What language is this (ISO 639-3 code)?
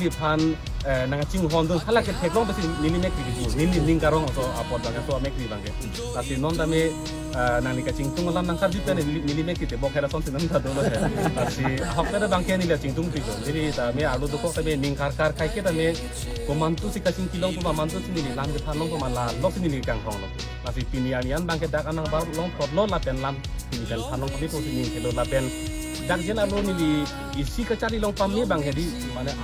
mjw